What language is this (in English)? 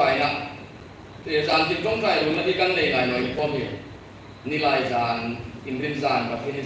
Hmar